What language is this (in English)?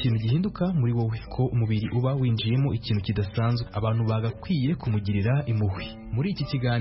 Kinyarwanda